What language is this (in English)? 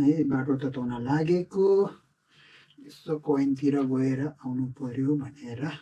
Nepali